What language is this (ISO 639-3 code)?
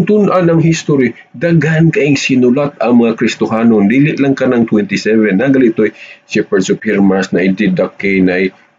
ceb